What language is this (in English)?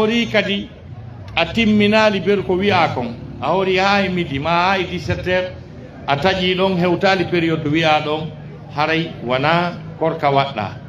Fula